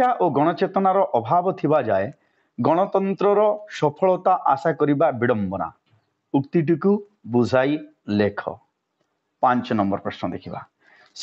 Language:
Odia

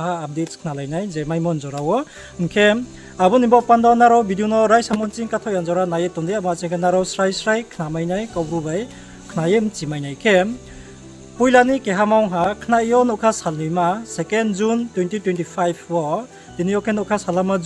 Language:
Riang (India)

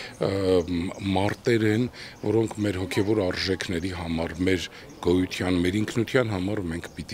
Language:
Armenian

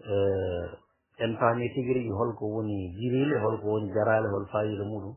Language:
Fula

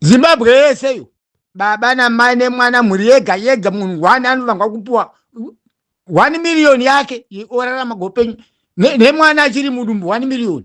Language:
Shona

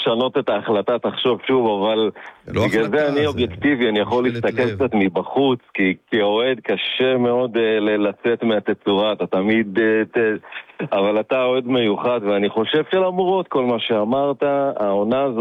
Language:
Hebrew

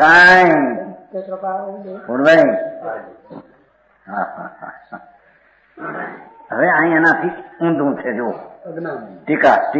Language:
Gujarati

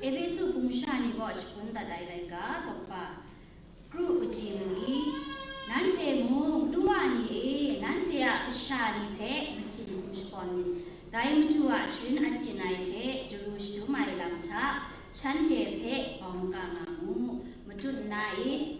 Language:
Kachin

